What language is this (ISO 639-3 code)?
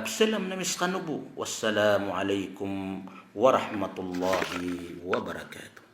mrw